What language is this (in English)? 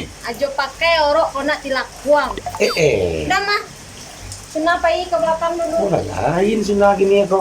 Minangkabau